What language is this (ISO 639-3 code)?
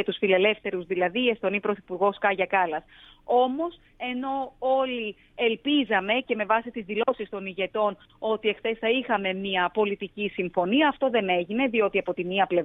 ell